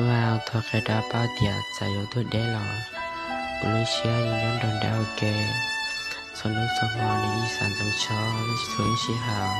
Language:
Hmong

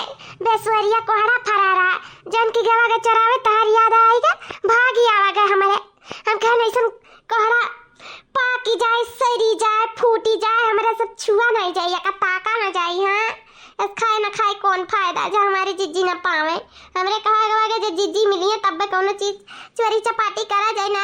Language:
Awadhi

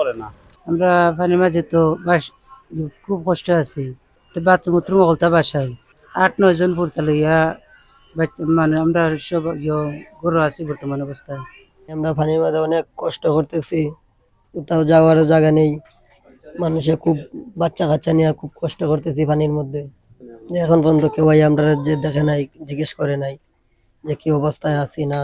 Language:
Sylheti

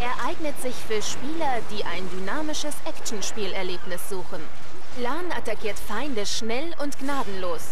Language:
Swiss German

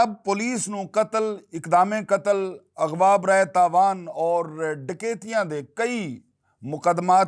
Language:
Western Panjabi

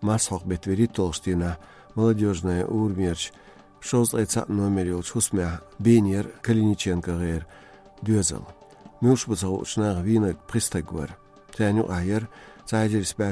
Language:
Chechen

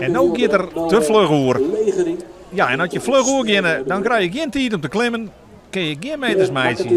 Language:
Western Frisian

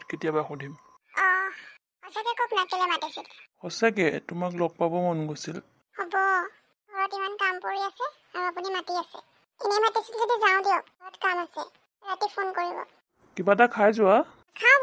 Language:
Assamese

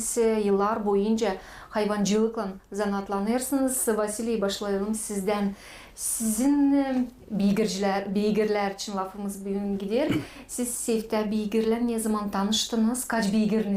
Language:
Gagauz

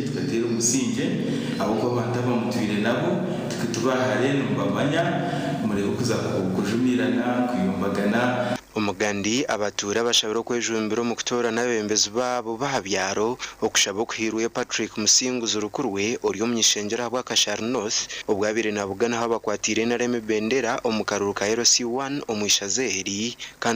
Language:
Nyankole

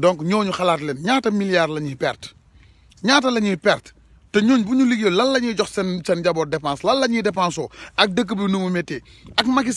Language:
Wolof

